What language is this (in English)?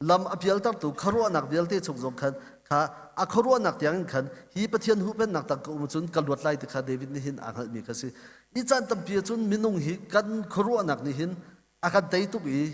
Hakha Chin